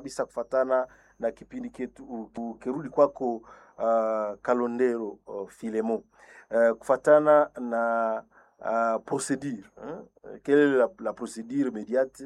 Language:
Swahili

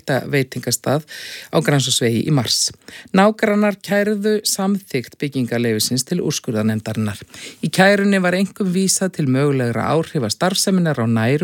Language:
Icelandic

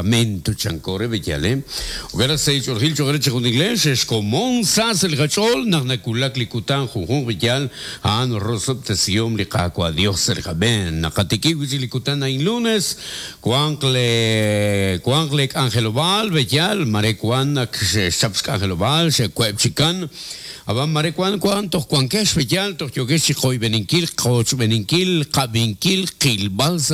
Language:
Kekchí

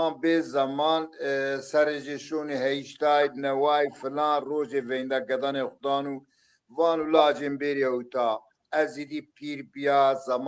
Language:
Zaza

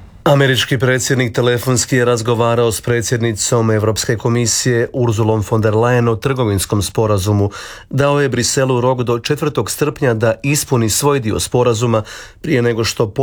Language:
Croatian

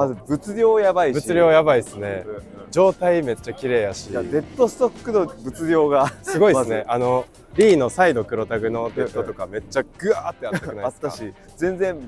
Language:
Japanese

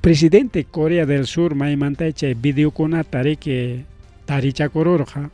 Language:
Ayacucho Quechua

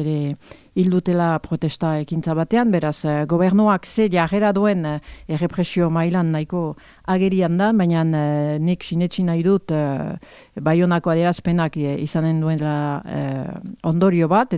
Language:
Basque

